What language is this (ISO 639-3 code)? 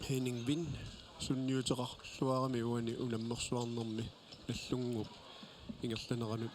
kal